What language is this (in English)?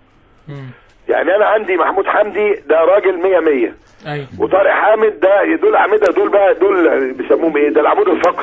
Egyptian Arabic